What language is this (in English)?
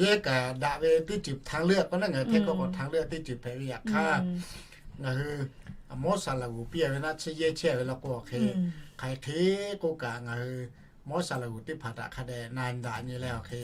Lahu